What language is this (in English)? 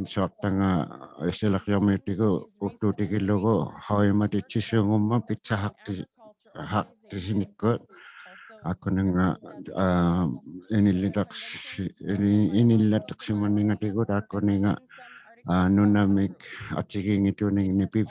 Inuktitut